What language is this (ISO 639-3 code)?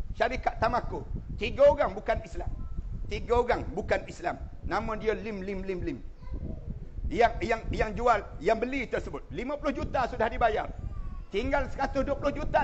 msa